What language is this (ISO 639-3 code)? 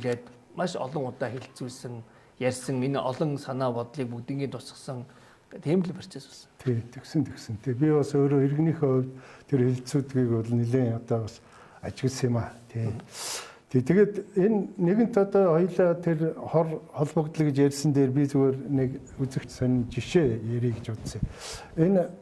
mon